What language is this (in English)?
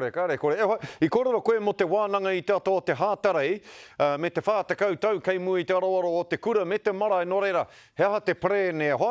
Māori